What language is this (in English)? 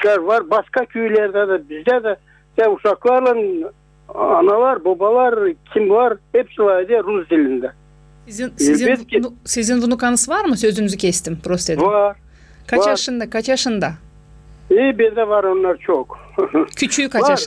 Gagauz